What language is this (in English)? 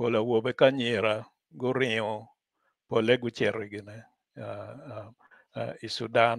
Acoli